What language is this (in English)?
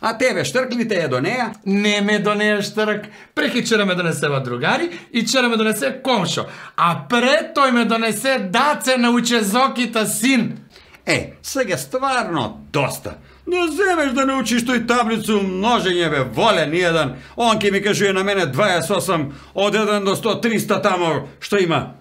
Macedonian